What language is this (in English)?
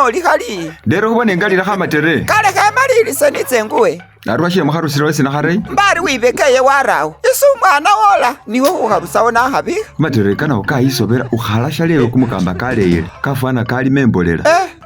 Masaaba